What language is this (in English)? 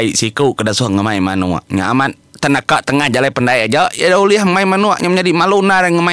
Iban